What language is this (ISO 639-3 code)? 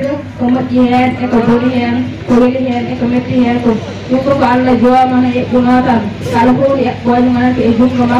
ful